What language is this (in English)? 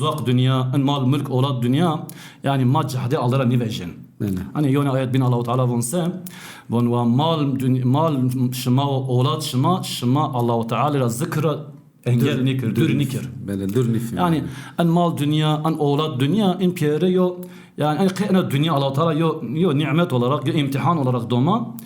Zaza